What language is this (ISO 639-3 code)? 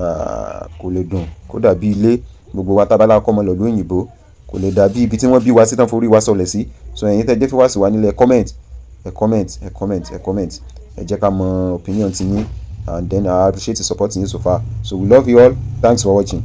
yor